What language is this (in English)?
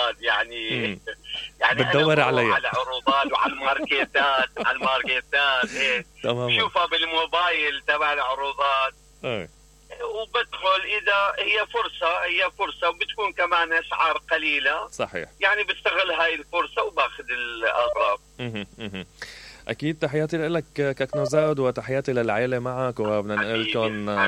Mesopotamian Arabic